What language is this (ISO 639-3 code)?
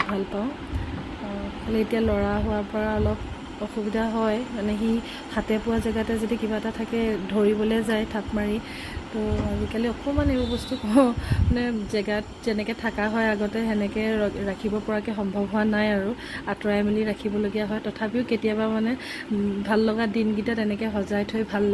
asm